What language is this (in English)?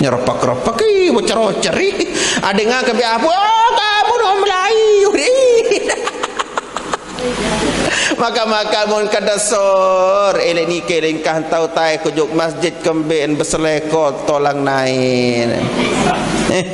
Sasak